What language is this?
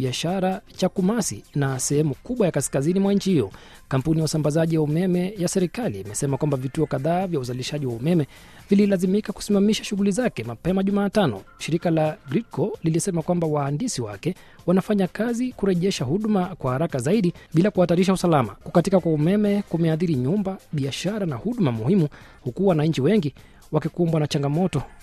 Swahili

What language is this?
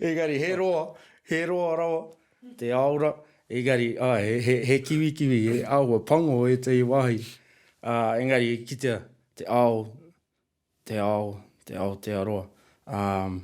Māori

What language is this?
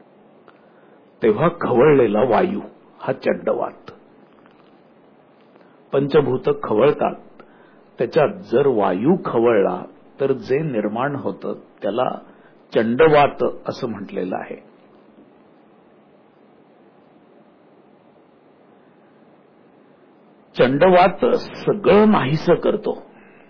Marathi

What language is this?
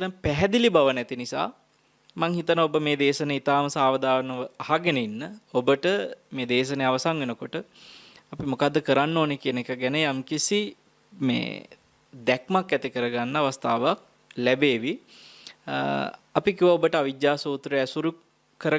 Sinhala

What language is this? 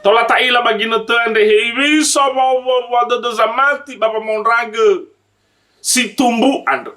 Nias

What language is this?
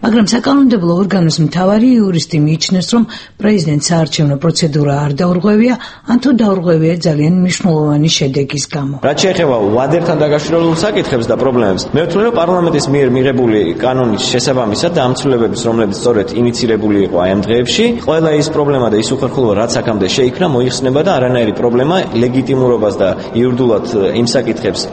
Georgian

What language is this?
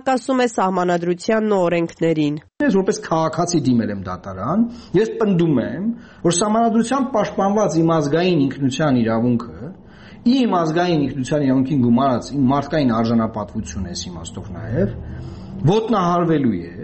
Armenian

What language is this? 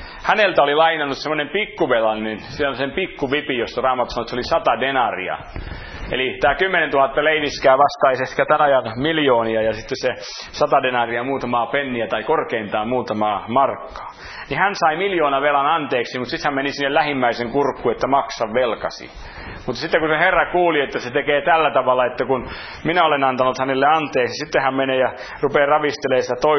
Finnish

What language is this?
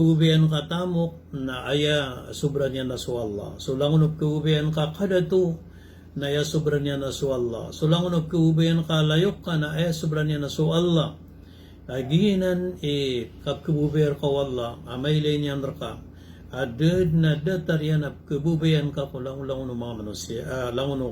Maranao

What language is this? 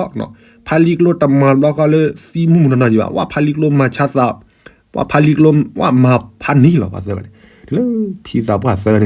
S'gaw Karen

